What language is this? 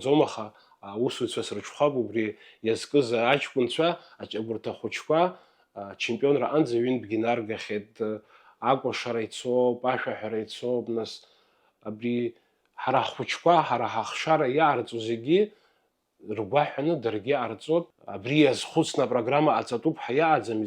Abkhazian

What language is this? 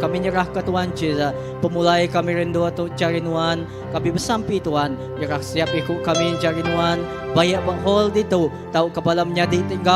Iban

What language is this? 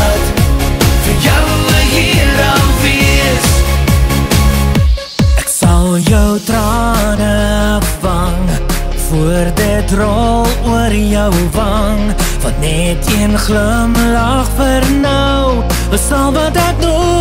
Afrikaans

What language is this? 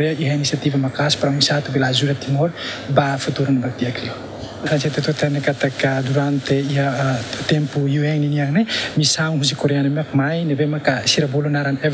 Tetum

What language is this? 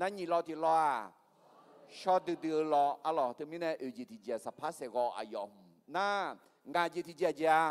Akha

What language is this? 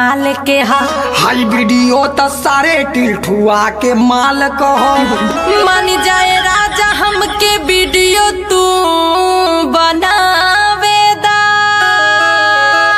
Bhojpuri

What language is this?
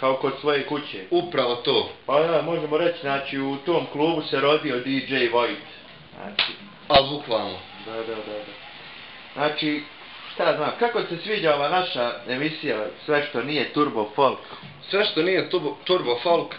Bosnian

